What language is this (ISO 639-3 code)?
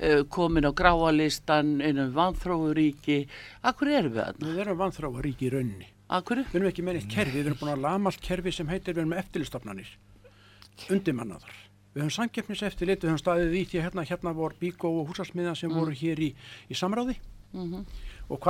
isl